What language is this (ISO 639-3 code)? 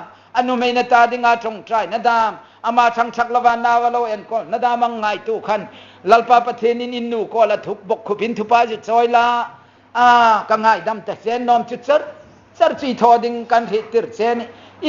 hmr